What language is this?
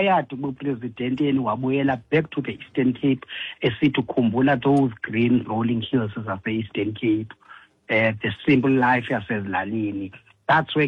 Xhosa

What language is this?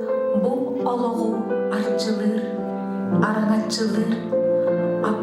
Yakut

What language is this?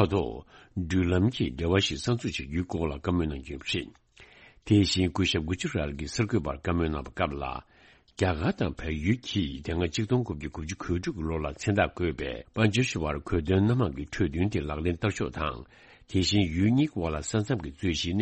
Tibetan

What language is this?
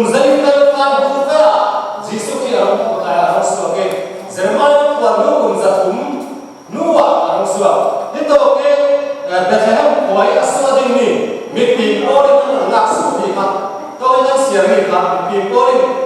Falam Chin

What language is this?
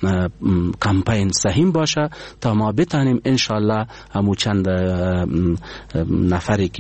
Persian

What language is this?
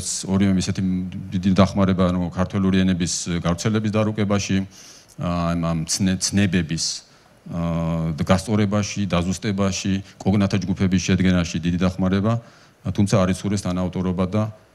Georgian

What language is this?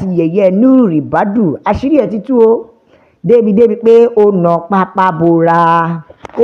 Yoruba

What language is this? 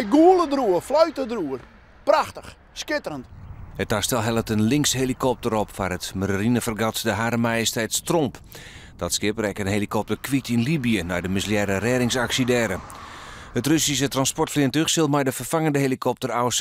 Western Frisian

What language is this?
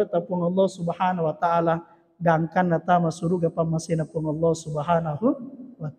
Buginese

